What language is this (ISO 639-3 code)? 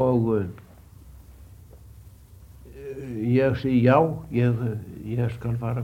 isl